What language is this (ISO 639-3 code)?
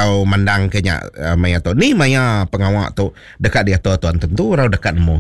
iba